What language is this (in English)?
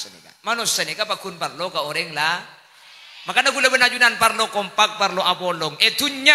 Madurese